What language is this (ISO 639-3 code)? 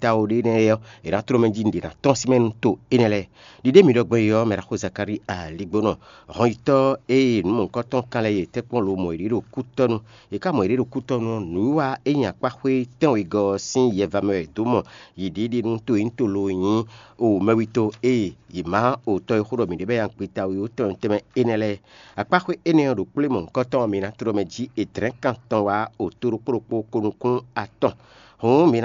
fon